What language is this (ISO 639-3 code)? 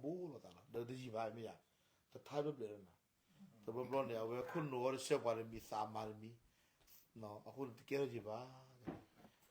ksw